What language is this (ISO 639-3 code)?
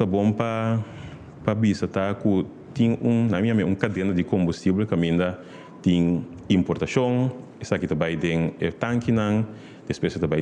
pap